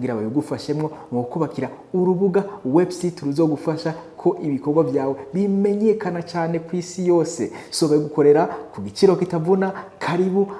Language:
Rundi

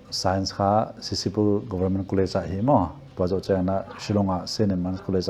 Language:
Paite Chin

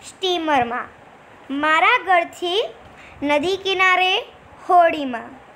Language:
Gujarati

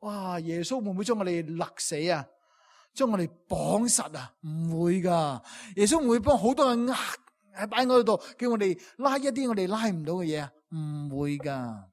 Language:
Cantonese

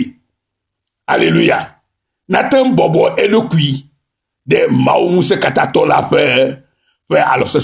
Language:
Ewe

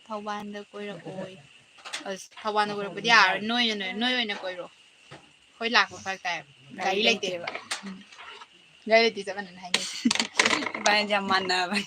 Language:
Manipuri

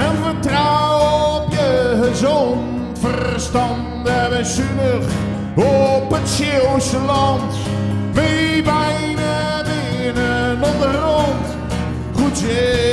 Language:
Zeelandic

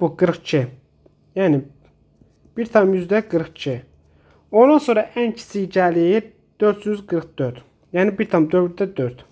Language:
Azerbaijani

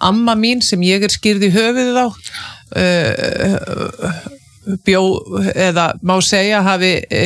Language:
Icelandic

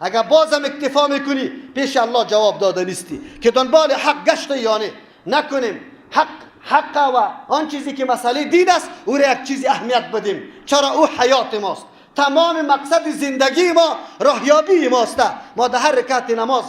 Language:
Persian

